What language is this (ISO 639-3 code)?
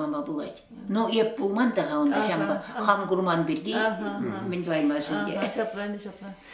chv